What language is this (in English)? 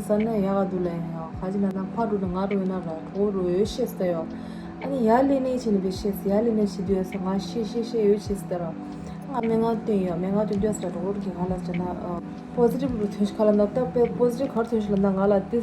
Tibetan